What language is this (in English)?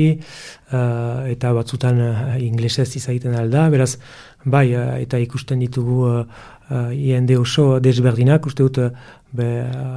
Basque